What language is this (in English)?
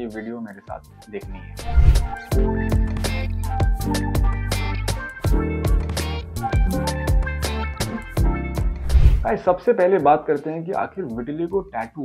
Hindi